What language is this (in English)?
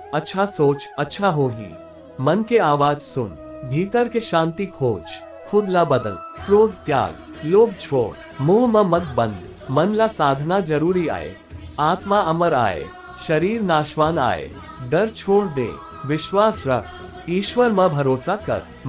Chhattisgarhi